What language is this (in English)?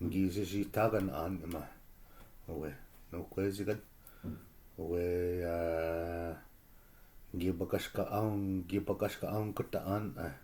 Chippewa